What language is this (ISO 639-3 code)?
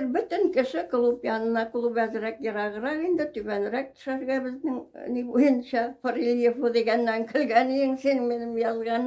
tat